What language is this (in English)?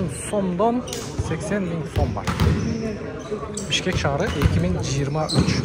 Kyrgyz